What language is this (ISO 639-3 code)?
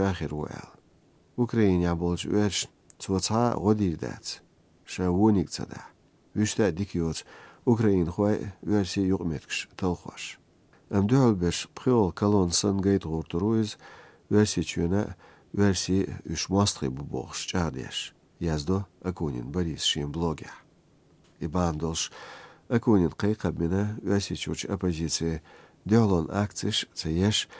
che